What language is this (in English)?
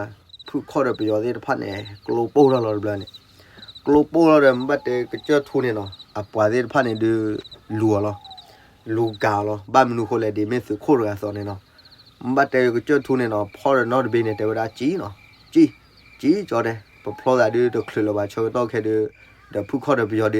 S'gaw Karen